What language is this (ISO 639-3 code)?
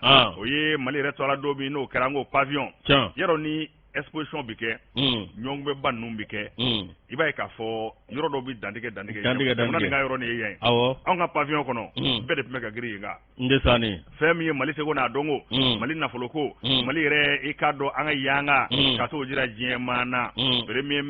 bam